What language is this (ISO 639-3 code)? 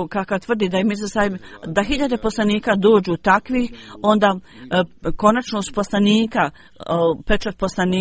bos